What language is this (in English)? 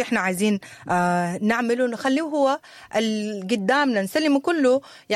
Sudanese Arabic